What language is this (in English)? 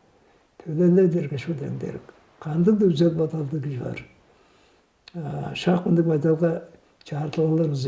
Tuvinian